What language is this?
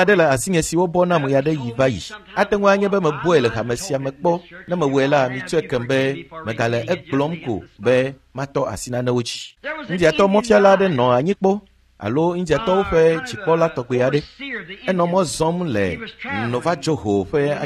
Ewe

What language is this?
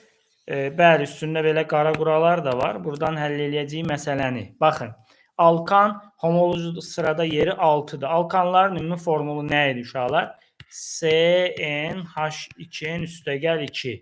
Azerbaijani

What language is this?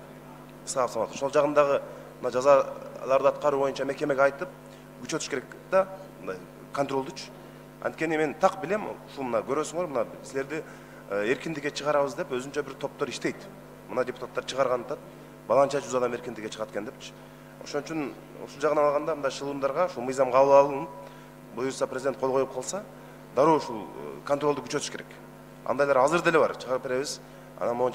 Kyrgyz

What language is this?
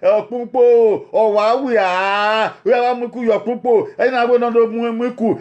Bini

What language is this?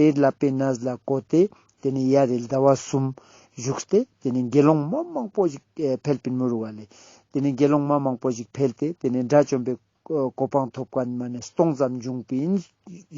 Ladakhi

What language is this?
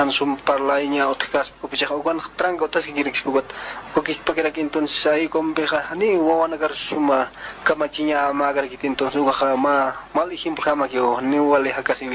South Bolivian Quechua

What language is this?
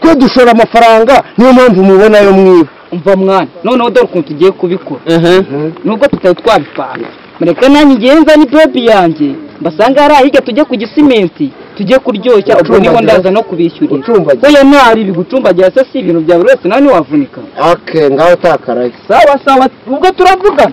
Kinyarwanda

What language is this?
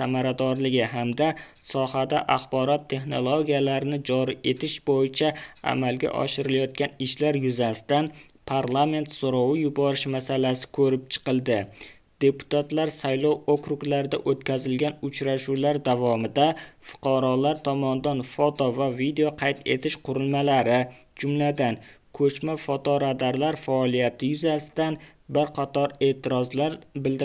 Uzbek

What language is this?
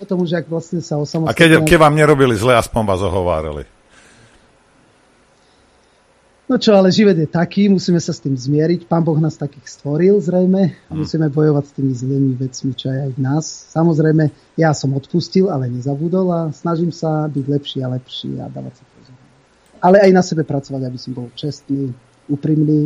Slovak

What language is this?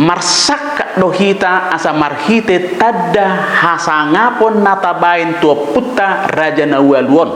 Batak Toba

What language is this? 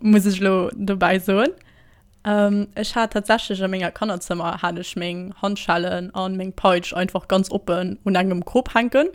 Luxembourgish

